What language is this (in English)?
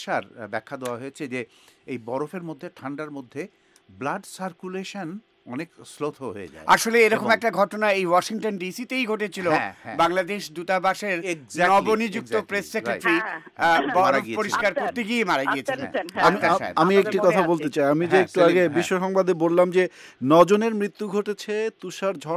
Bangla